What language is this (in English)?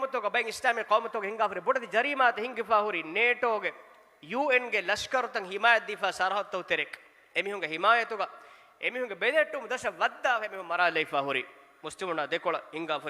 Divehi